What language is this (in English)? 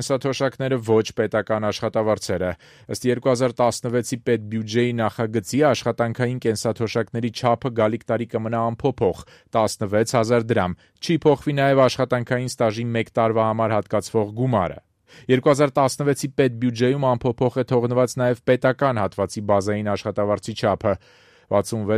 Armenian